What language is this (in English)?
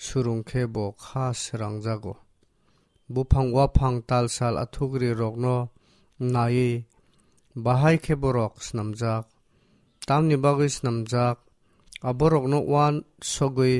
Kok Borok